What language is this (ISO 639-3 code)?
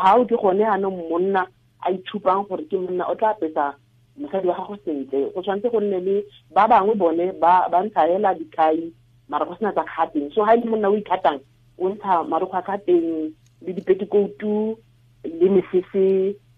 tsn